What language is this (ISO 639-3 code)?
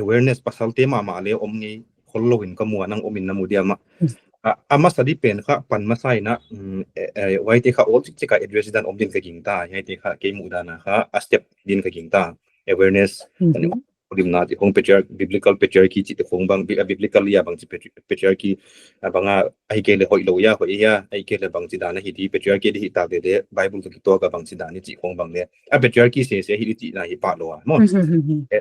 pck